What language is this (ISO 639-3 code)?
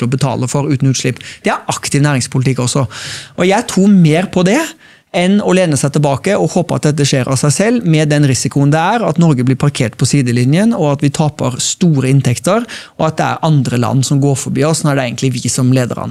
nor